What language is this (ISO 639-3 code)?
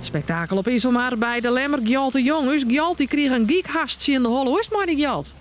fry